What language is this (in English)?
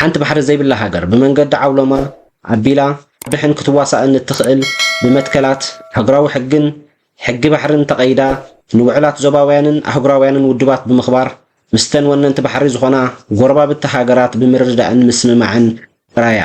Tigrinya